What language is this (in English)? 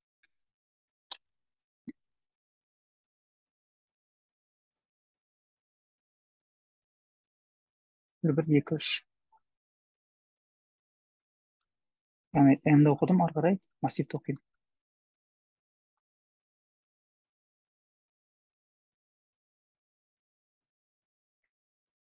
Kazakh